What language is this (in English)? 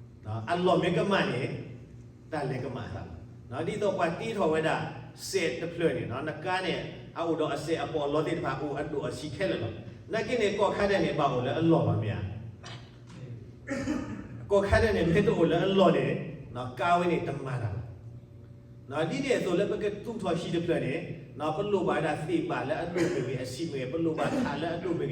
S'gaw Karen